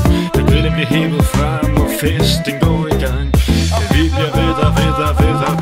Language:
Danish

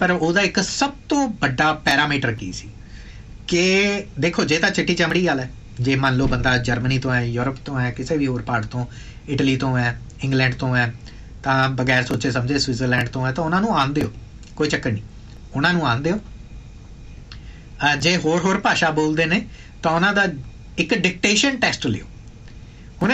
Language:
Punjabi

